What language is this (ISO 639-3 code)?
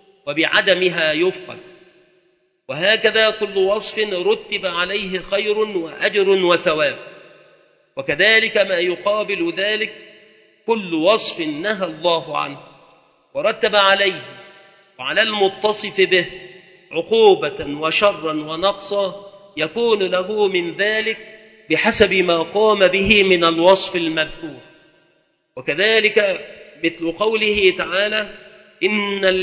ara